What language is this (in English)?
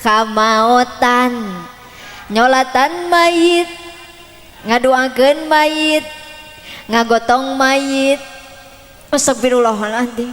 Sundanese